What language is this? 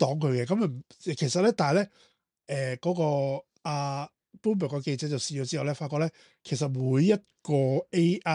Cantonese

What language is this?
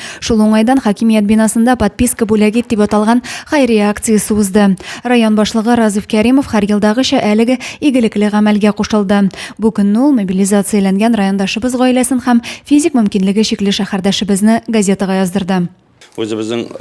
Tatar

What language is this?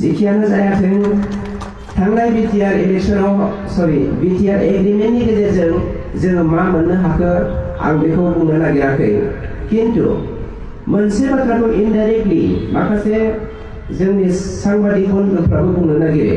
Bodo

